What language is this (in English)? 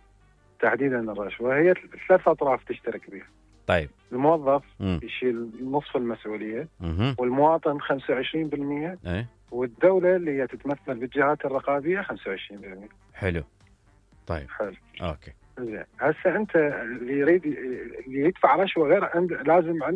Mesopotamian Arabic